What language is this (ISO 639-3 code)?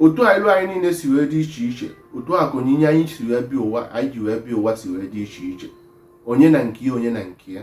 ibo